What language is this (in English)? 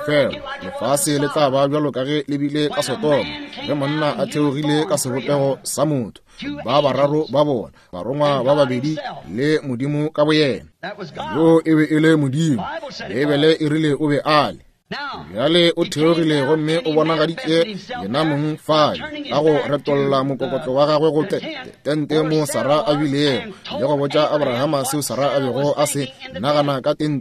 Northern Sotho